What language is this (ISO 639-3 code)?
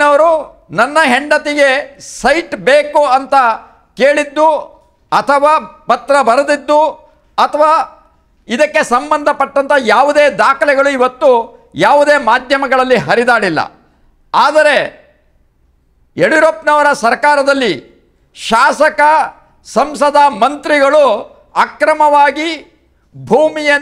kan